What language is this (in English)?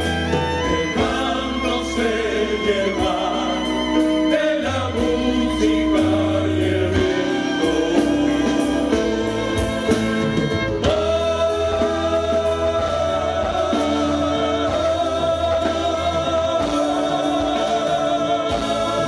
Spanish